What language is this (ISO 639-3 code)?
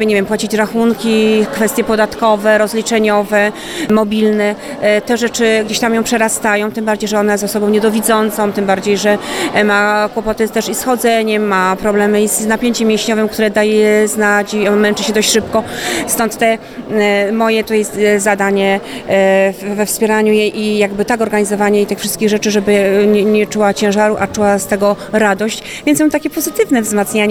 pol